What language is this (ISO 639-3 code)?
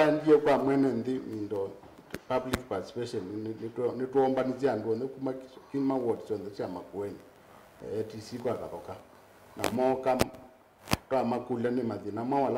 kam